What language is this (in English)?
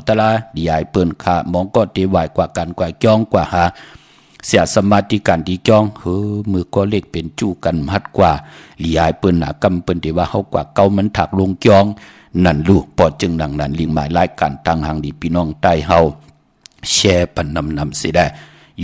Shan